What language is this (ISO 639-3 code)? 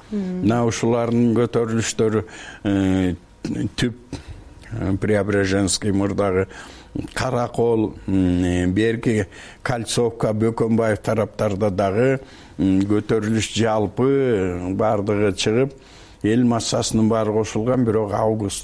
kir